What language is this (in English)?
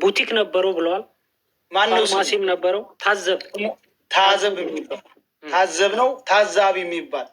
Amharic